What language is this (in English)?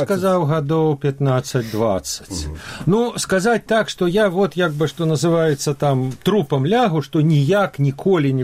Belarusian